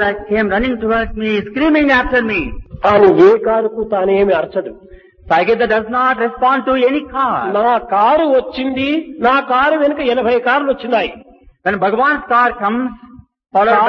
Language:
Telugu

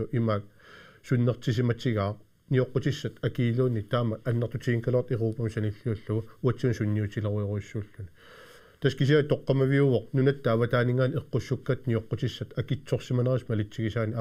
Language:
Kalaallisut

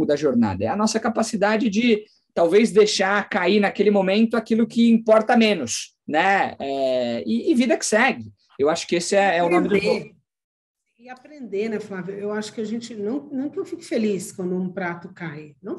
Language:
Portuguese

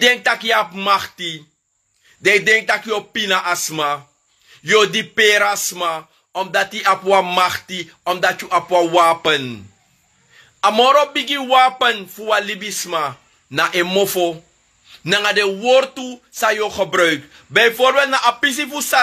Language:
Sranan Tongo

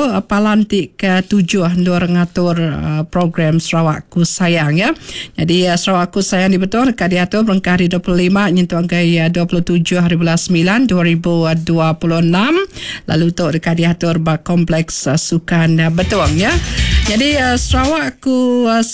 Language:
Iban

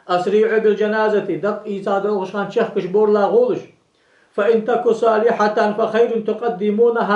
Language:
Ingush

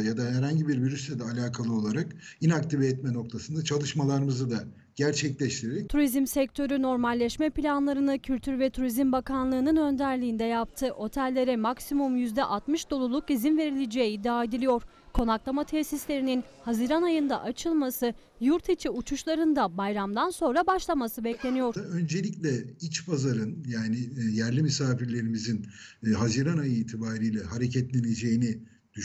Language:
Turkish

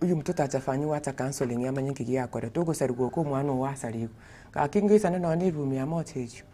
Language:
Gusii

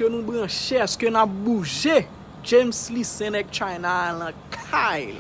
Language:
Haitian Creole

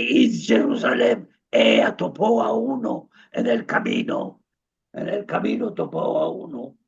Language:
Ladino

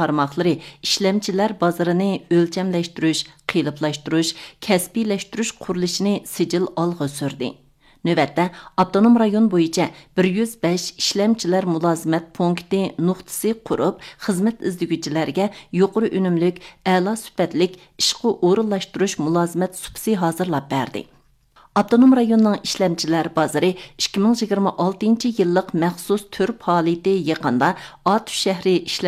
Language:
Uyghur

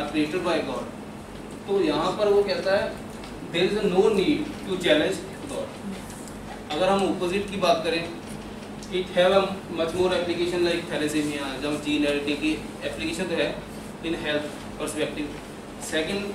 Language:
Hindi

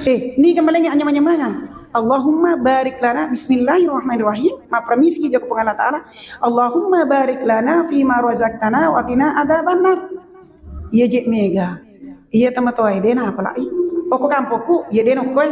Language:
Buginese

